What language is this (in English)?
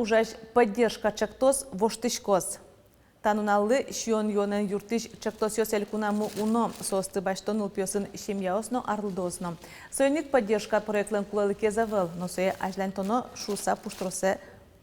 Udmurt